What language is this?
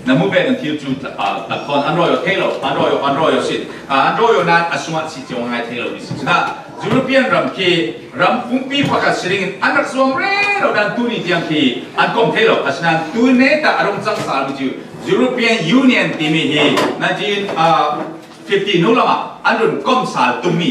Falam Chin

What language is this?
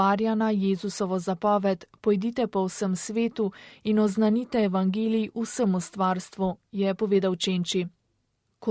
Slovenian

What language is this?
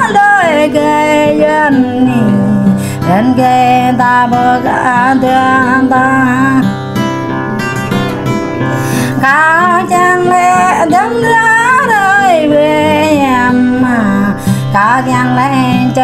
Vietnamese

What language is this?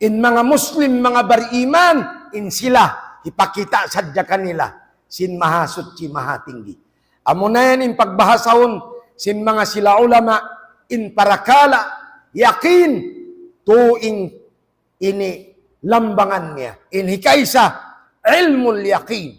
Tausug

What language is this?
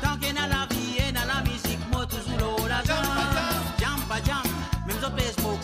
Morisyen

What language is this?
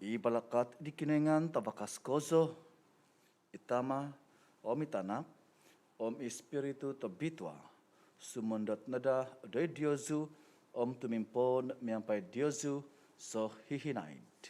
Central Dusun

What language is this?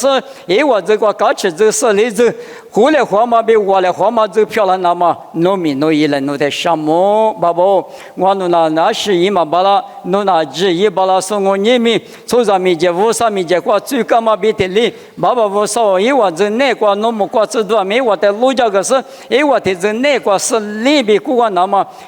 Lisu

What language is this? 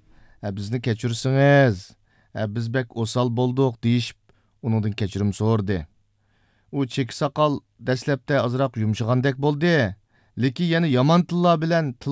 Uyghur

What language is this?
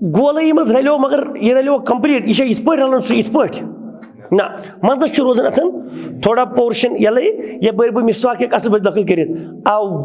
Kashmiri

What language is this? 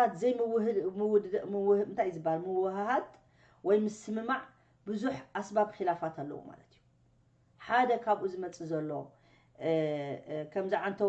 Tigrinya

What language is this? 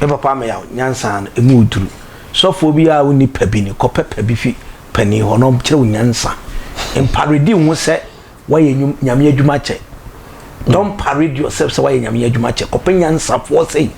Akan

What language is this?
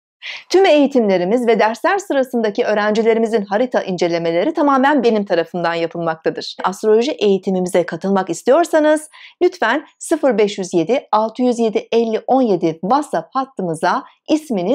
Turkish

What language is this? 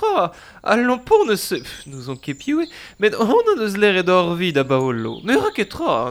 Breton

